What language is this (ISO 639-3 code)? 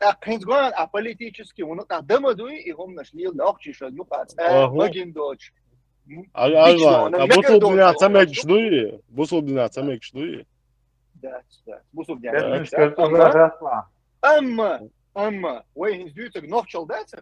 che